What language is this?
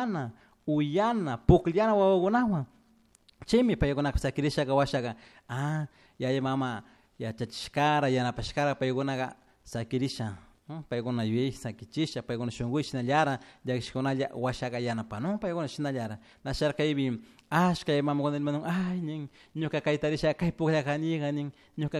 Chimborazo Highland Quichua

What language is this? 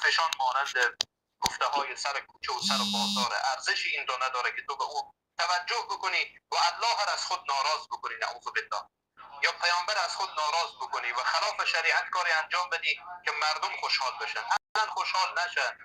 Persian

